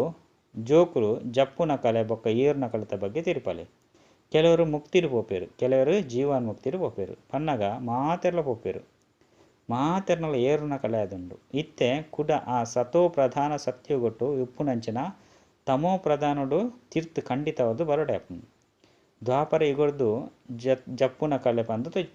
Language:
Tulu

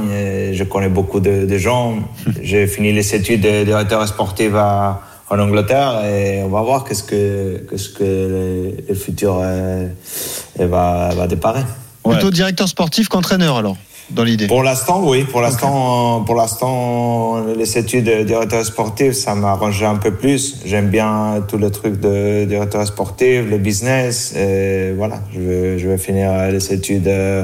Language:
French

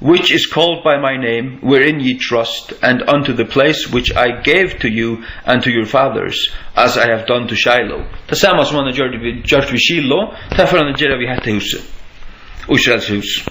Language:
Faroese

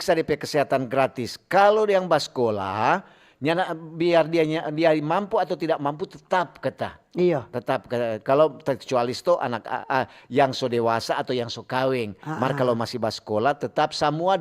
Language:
Manado Malay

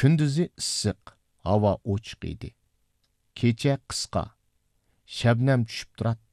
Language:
Uyghur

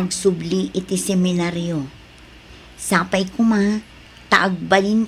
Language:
Iloko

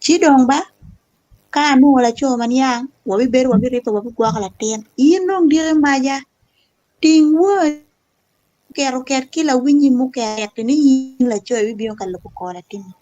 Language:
Acoli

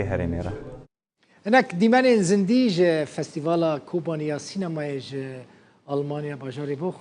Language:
Kurdish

